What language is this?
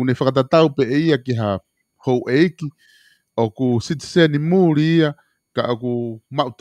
Tongan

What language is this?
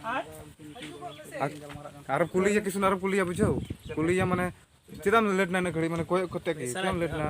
Santali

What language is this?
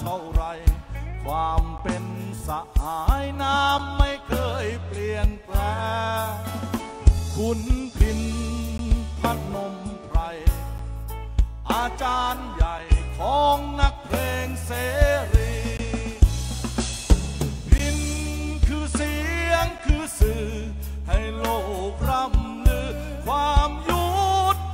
Thai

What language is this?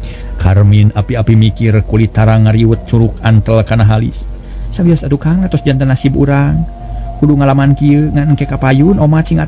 Sundanese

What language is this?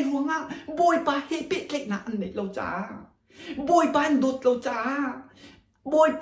Hakha Chin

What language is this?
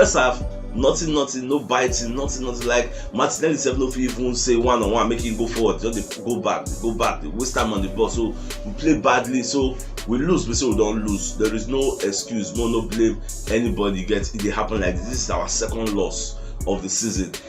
Nigerian Pidgin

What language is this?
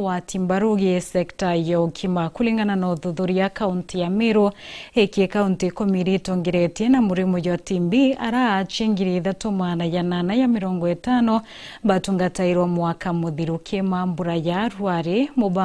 Meru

